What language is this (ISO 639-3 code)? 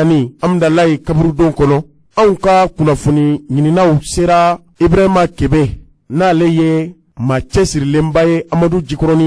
bam